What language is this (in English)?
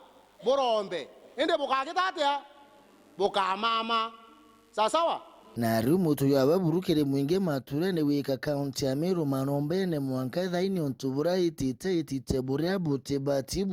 Meru